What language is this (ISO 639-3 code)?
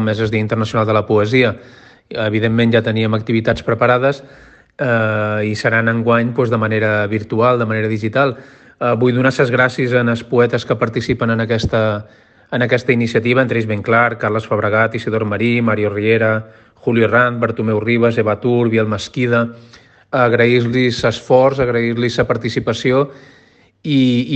cat